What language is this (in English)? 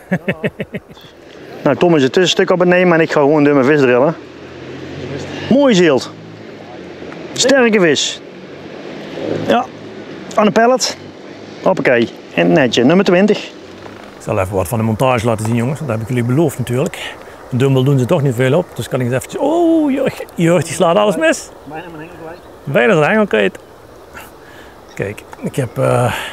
Dutch